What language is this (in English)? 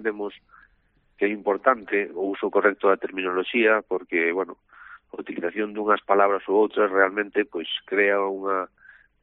Galician